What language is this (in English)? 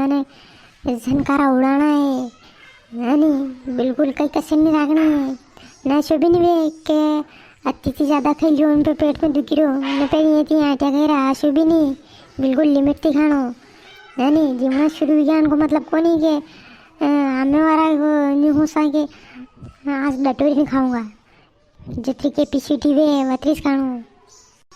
Rajasthani